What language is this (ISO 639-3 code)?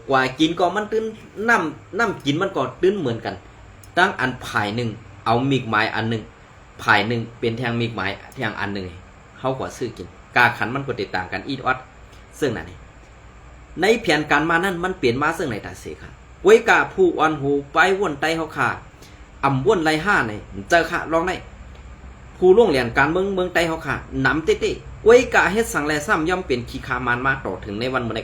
shn